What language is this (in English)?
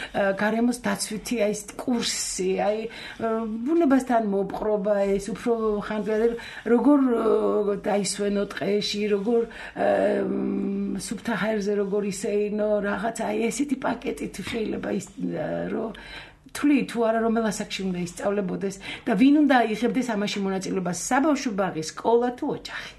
Georgian